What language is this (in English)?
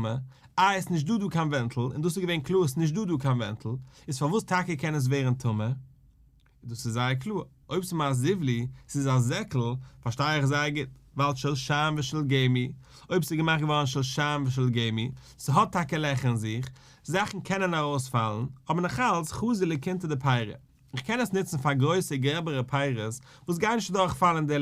Yiddish